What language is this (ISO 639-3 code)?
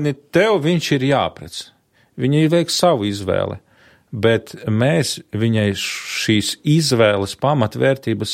lav